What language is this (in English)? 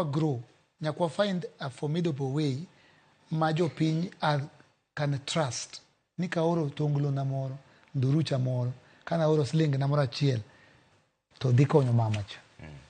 Luo (Kenya and Tanzania)